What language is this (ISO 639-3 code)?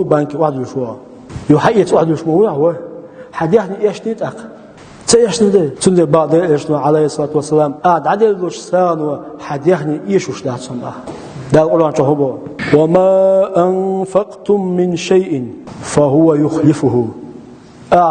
che